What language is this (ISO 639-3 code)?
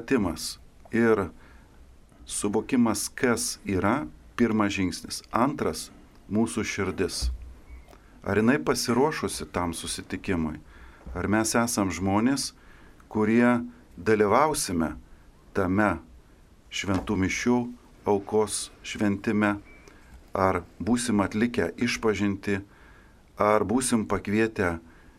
lit